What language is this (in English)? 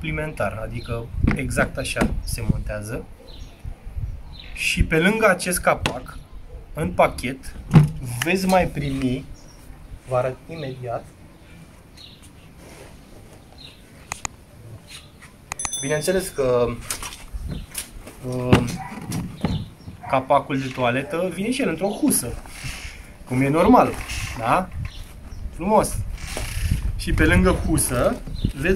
Romanian